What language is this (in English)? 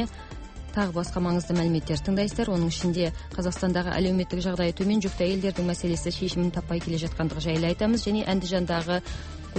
Kazakh